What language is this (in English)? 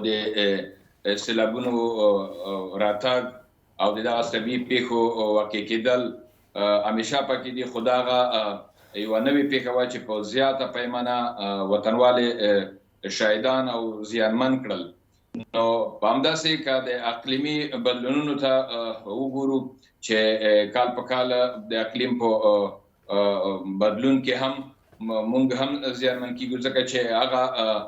Pashto